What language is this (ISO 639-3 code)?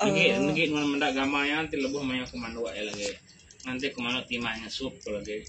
iba